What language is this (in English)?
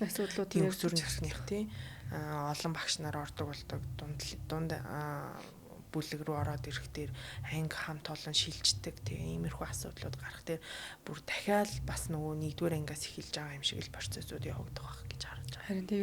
Mongolian